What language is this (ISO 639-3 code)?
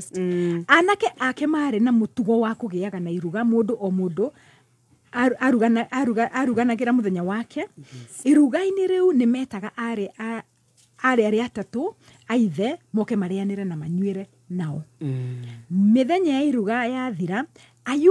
kik